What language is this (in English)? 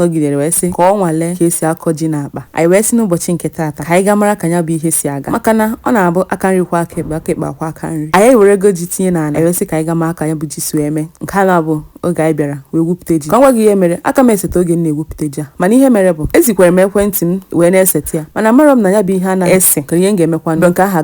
Igbo